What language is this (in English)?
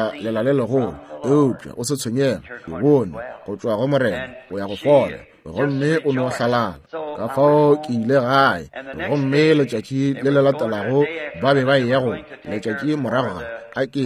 Northern Sotho